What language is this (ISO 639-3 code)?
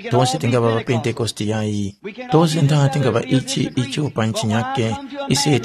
tum